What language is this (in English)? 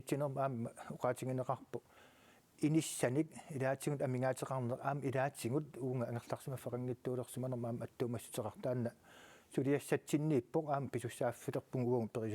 Kalaallisut